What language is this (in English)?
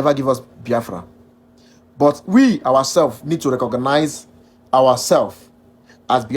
Igbo